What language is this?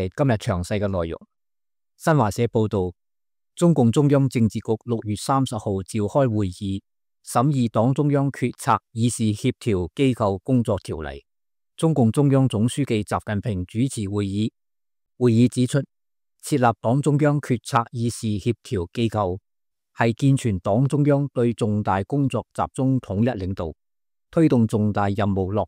Cantonese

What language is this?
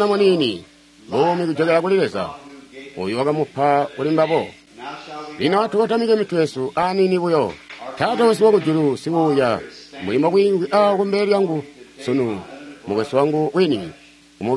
Tonga (Zambia)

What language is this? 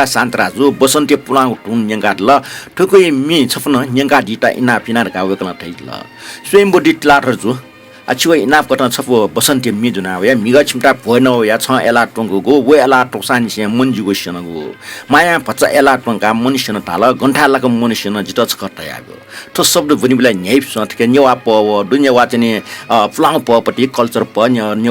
Newari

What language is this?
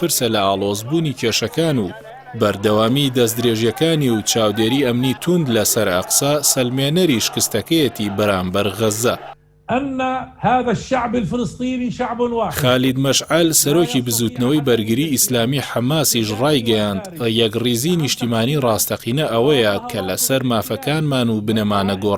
Central Kurdish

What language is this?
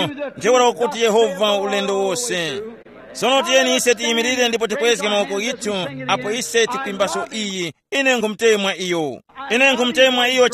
Tumbuka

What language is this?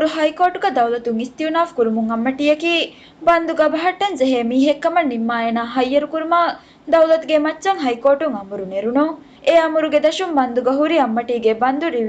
Divehi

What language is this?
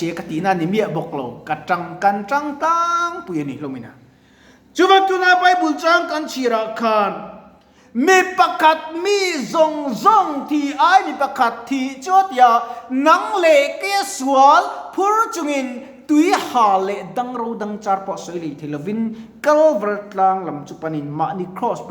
Mizo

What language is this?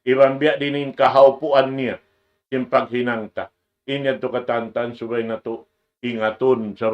Tausug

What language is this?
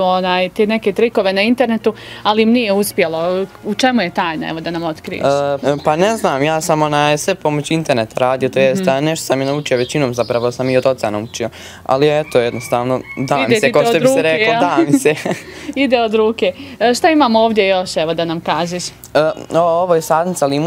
Bosnian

